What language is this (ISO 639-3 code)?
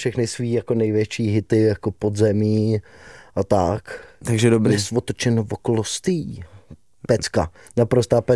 ces